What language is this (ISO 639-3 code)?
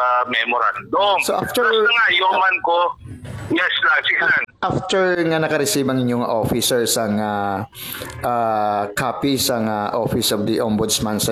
hil